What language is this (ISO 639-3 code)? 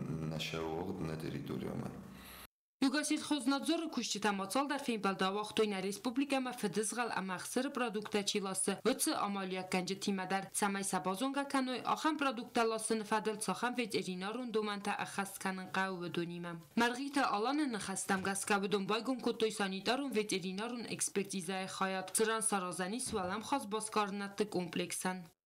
oss